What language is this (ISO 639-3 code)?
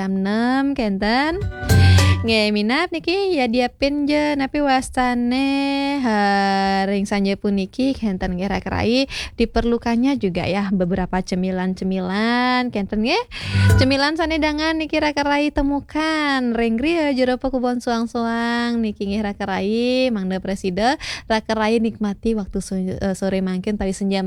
ban